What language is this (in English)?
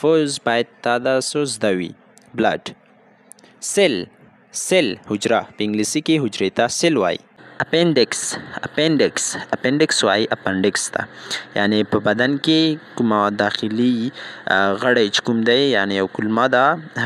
Pashto